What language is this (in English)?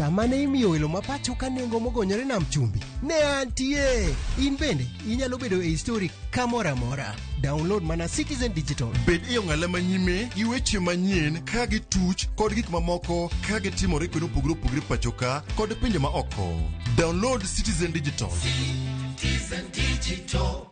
Luo (Kenya and Tanzania)